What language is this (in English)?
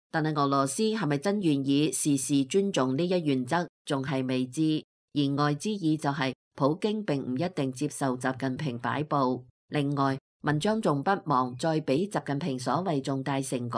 Cantonese